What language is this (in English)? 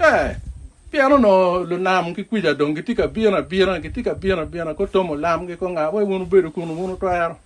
Acoli